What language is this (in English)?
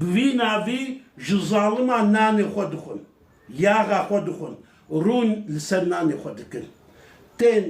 Kurdish